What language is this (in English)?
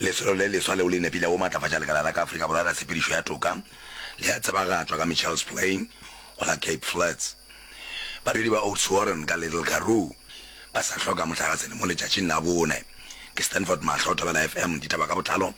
Northern Sotho